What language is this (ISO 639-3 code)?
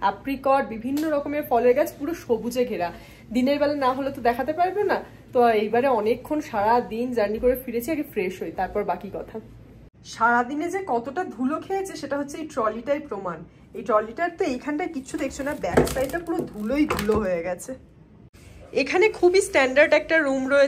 ben